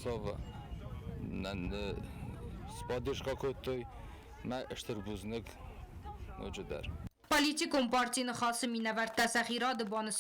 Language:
Ossetic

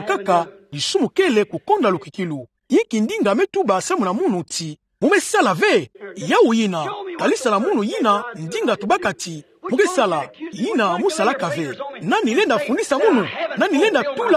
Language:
Kituba (Democratic Republic of Congo)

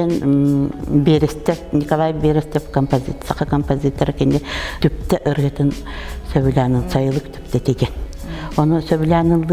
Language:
Yakut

